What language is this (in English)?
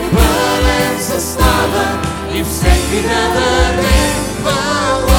Bulgarian